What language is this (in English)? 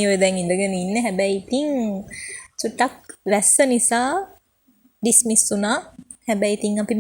Sinhala